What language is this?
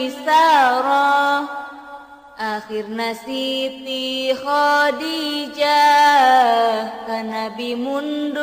Sundanese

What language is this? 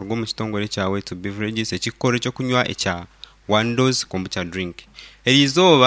Nyankole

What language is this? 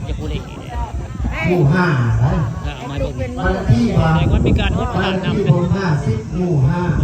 Northeastern Thai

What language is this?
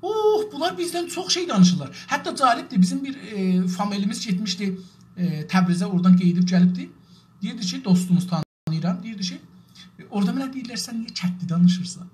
South Azerbaijani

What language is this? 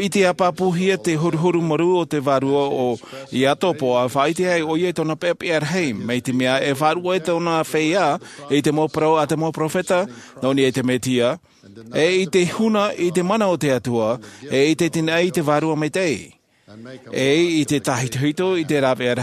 Tahitian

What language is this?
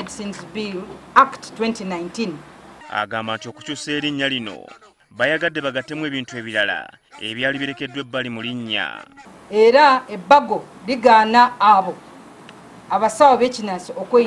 Ganda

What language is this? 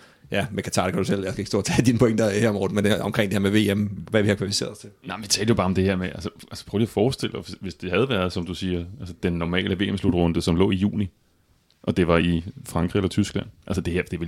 Danish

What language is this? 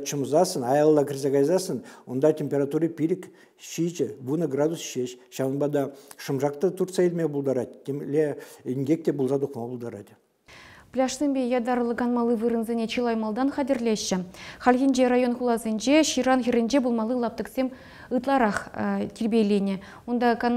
Chuvash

